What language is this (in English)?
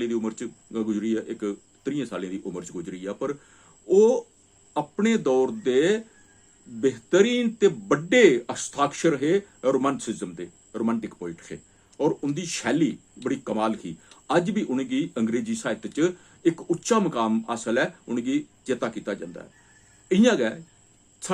Dogri